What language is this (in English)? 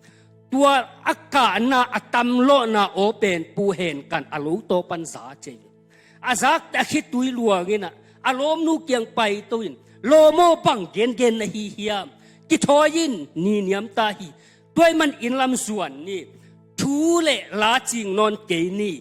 Tedim Chin